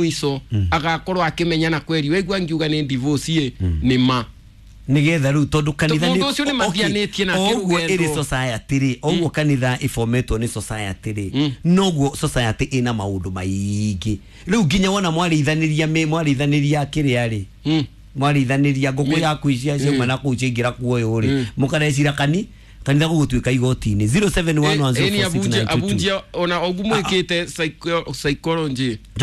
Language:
Kikuyu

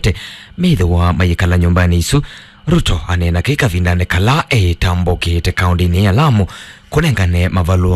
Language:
Kamba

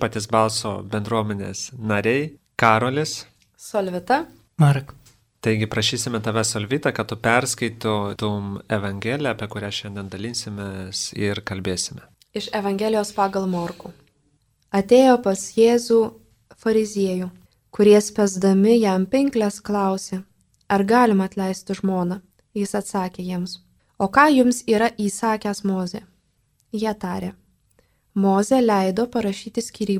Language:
Lithuanian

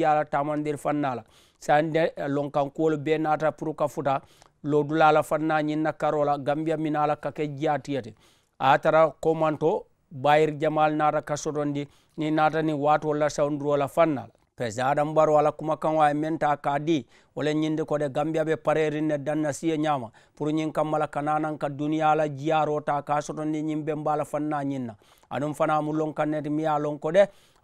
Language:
Mandingo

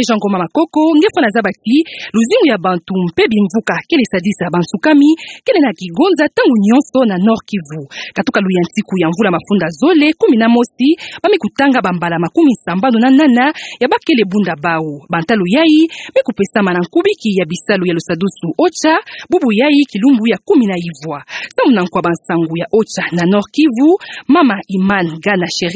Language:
Kituba (Democratic Republic of Congo)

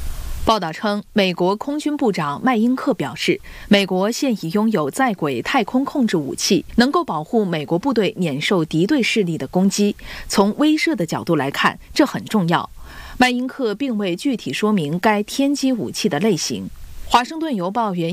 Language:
Chinese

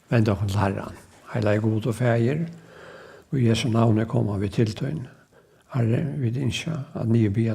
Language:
Faroese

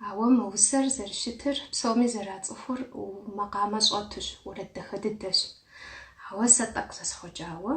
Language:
Kabardian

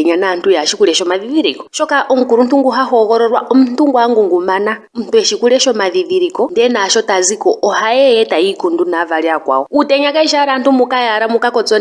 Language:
Ndonga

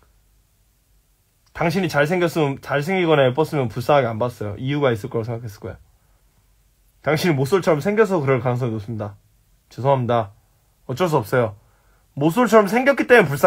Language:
Korean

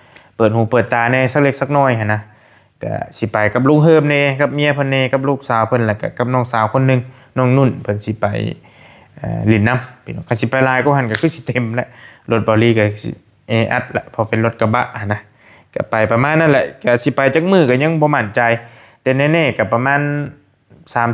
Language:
Northeastern Thai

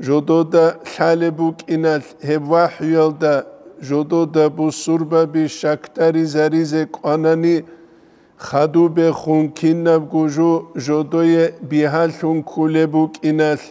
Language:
Avaric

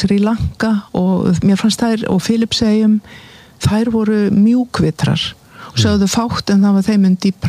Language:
Icelandic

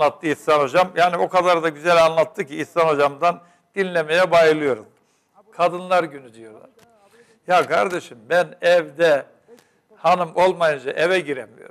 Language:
Turkish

